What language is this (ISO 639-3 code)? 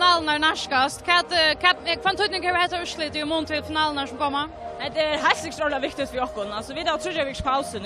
fao